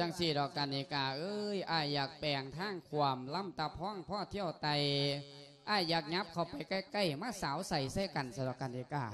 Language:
Lao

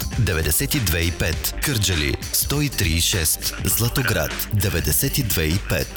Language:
Bulgarian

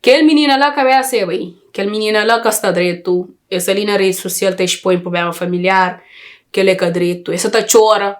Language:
Kabuverdianu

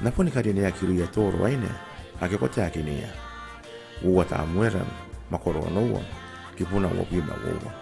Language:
Gilbertese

